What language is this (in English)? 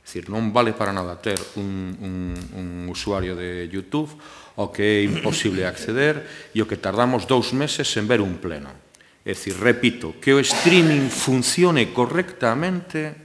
Galician